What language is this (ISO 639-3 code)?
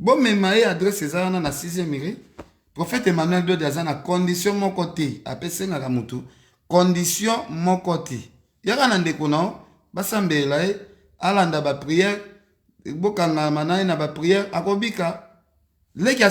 lin